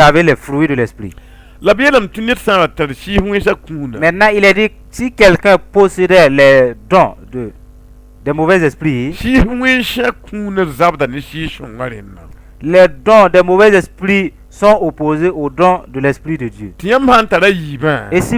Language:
Mossi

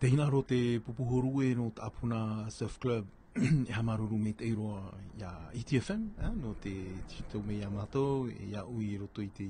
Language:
Tahitian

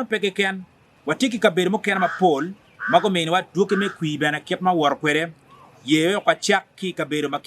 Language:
Acoli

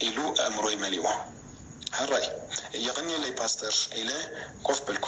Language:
Tigrinya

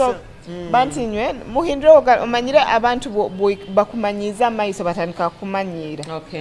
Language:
Nyoro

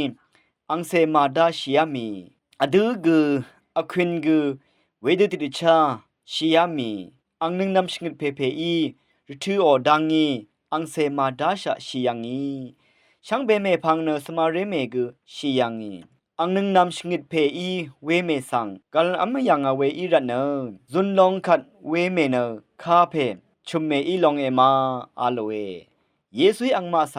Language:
Rawang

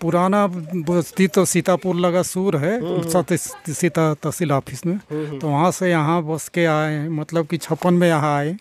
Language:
Chhattisgarhi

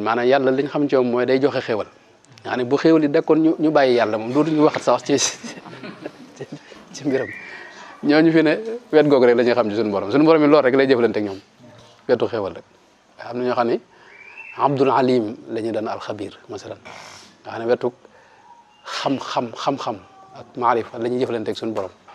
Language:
Wolof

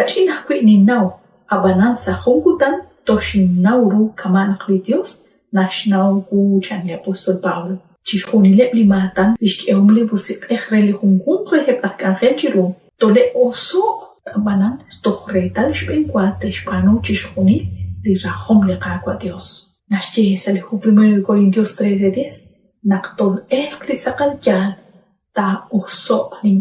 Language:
Kekchí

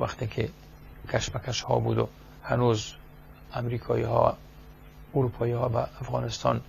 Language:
Persian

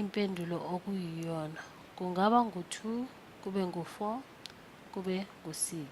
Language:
Zulu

